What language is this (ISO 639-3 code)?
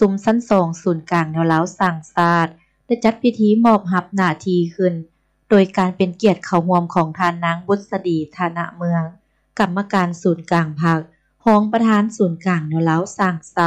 lao